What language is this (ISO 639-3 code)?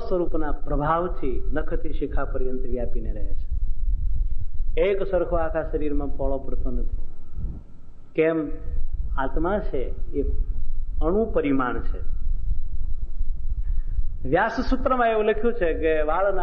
guj